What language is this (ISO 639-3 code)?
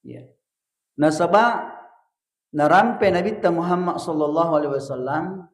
bug